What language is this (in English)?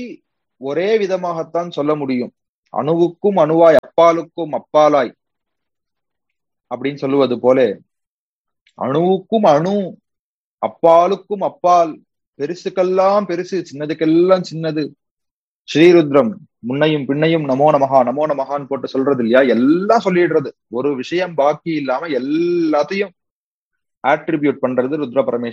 Tamil